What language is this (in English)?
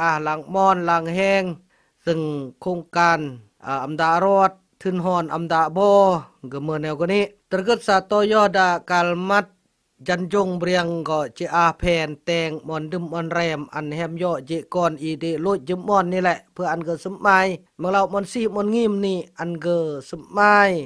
Khmu